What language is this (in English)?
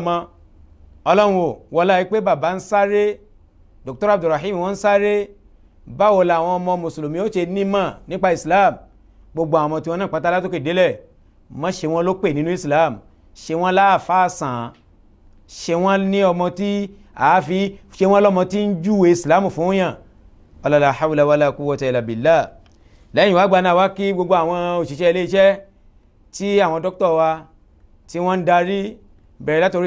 Yoruba